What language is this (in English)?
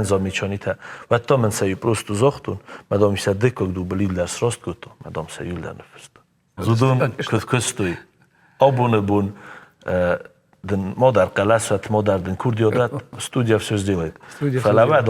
Ossetic